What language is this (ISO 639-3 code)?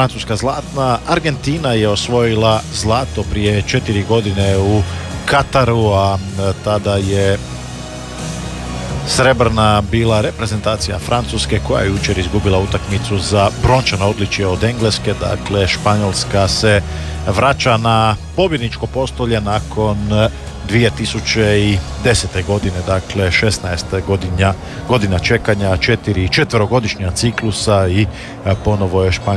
hrv